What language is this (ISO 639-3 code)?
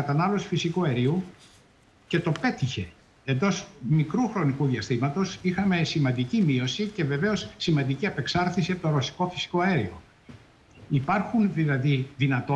ell